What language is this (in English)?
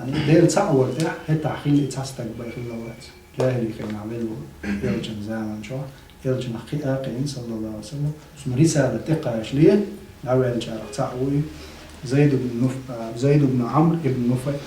Chechen